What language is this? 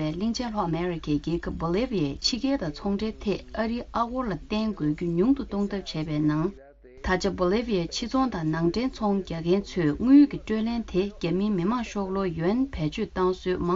Tibetan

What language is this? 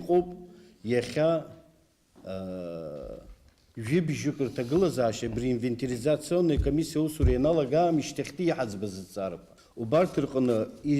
Abkhazian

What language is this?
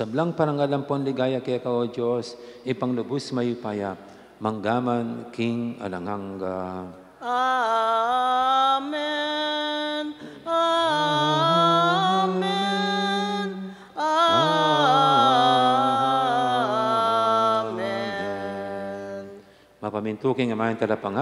Pampanga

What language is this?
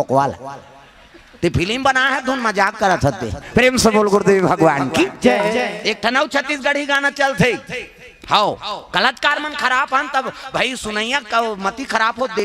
Chhattisgarhi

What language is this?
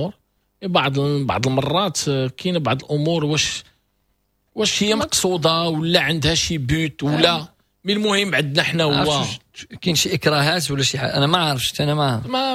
Moroccan Arabic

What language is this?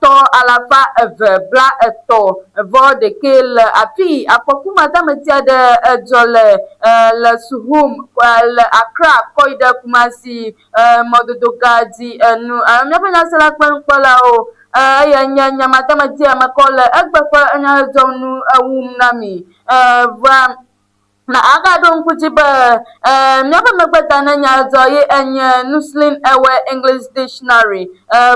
Ewe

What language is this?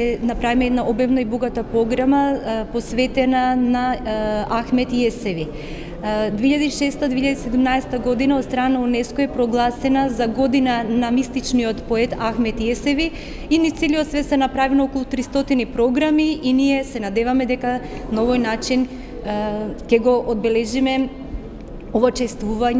Macedonian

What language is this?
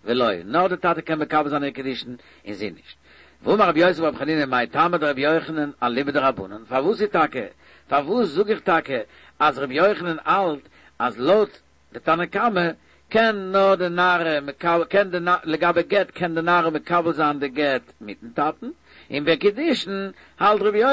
Yiddish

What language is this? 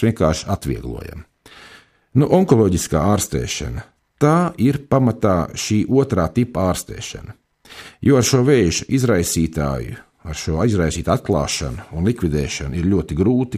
Latvian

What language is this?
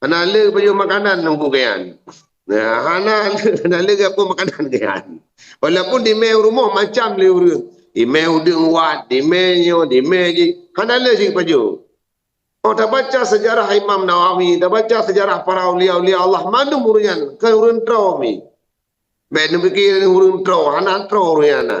Achinese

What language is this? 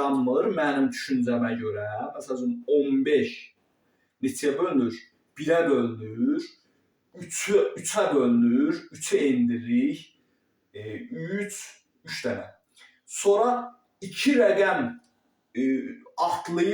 Azerbaijani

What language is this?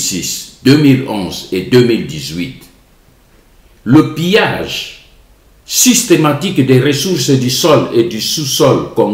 French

